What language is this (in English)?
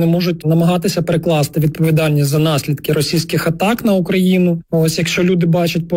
Ukrainian